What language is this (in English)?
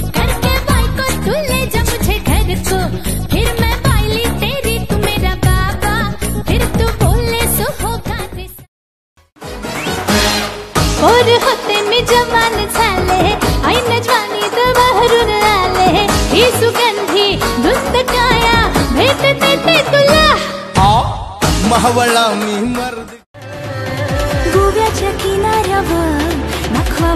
Marathi